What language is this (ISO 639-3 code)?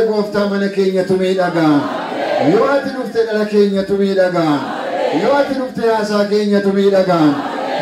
orm